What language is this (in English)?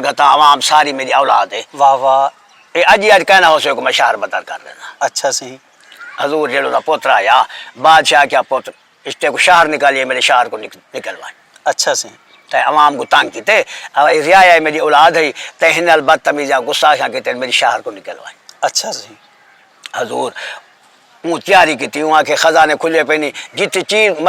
Saraiki